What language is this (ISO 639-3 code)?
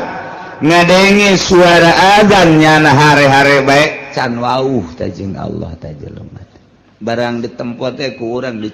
sun